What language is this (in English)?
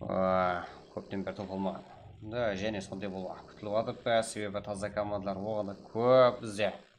Kara-Kalpak